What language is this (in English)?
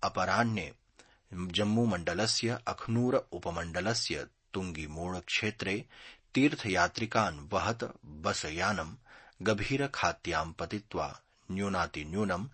Sanskrit